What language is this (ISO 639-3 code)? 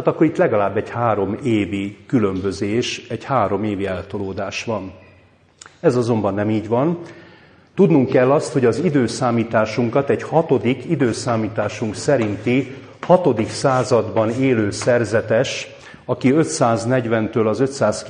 hun